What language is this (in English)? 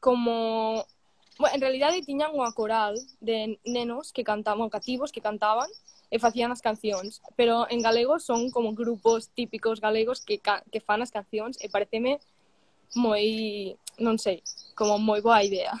Galician